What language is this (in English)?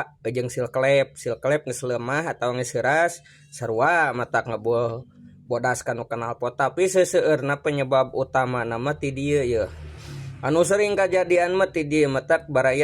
Sundanese